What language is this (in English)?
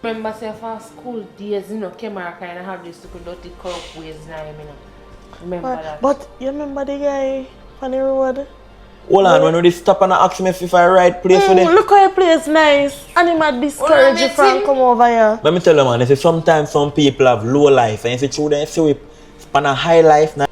Jamaican Creole English